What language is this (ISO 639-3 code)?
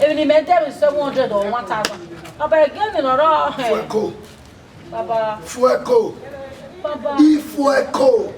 bin